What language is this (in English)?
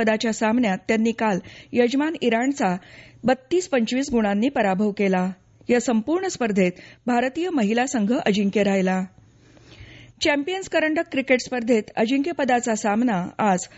Marathi